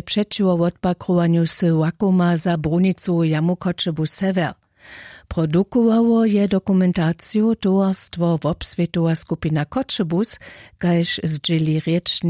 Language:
Upper Sorbian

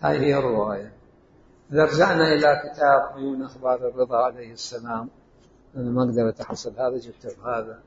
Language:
Mesopotamian Arabic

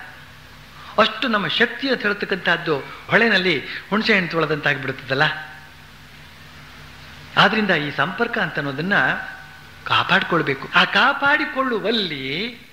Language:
Kannada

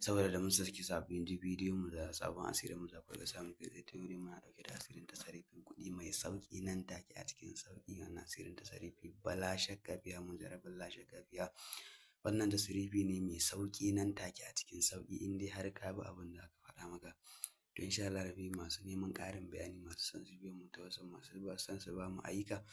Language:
Hausa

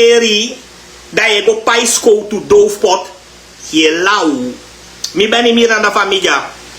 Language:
Sranan Tongo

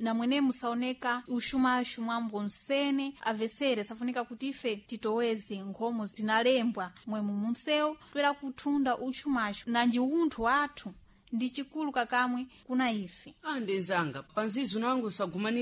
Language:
Sena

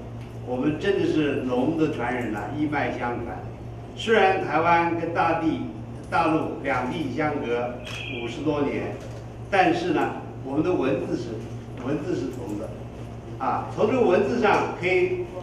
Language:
Chinese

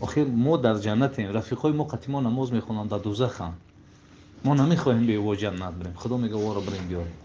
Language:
Tajik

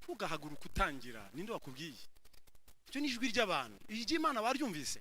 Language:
Kinyarwanda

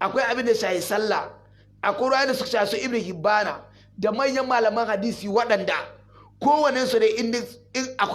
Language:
Hausa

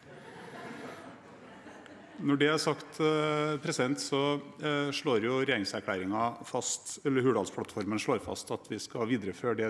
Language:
Norwegian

